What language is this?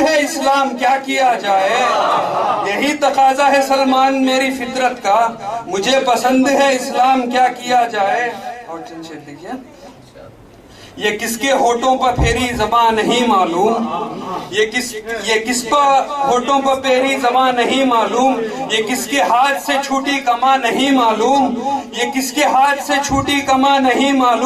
Urdu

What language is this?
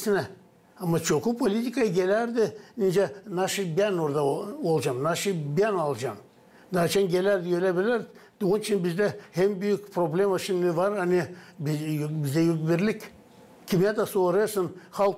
Gagauz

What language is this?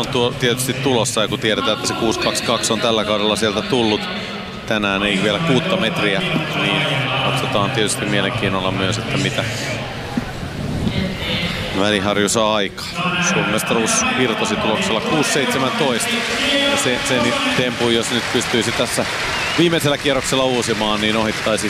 Finnish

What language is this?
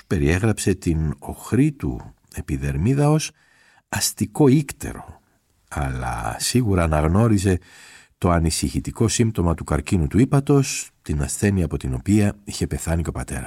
Greek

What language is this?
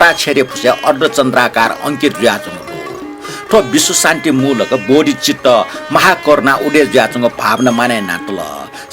Newari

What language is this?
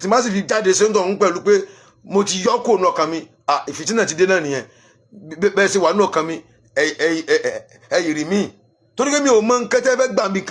Yoruba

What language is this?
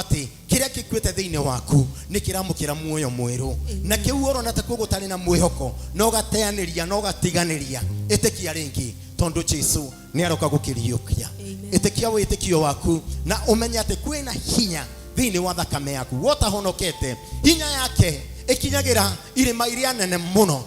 Kikuyu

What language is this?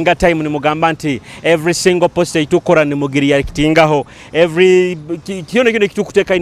Nyoro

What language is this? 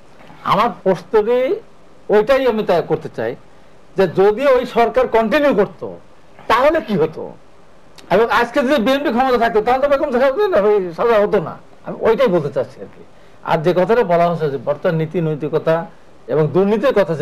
Bangla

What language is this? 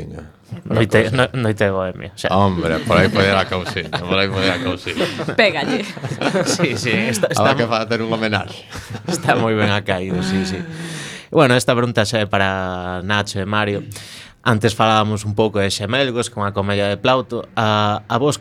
Galician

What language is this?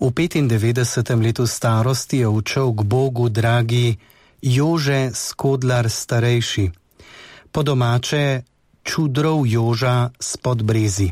Slovenian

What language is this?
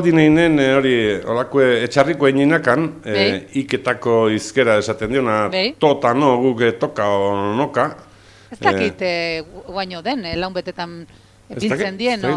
Basque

